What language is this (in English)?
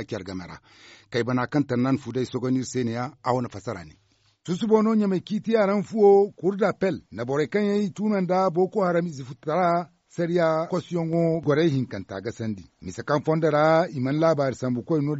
Zarma